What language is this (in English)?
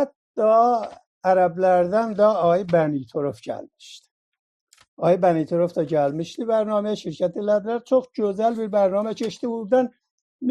South Azerbaijani